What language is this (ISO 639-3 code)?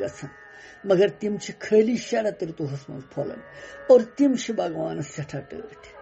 kas